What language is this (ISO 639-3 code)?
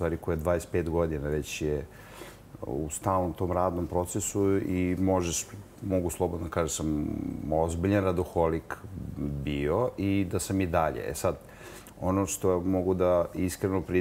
srp